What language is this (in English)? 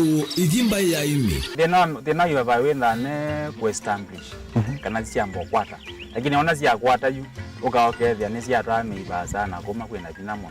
Kamba